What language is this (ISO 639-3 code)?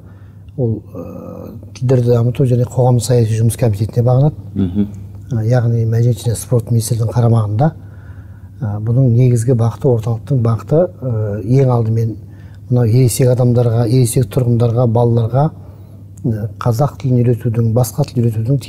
kaz